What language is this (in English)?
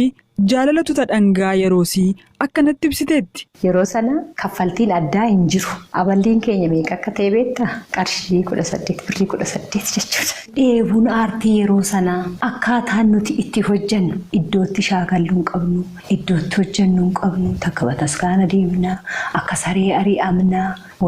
Oromo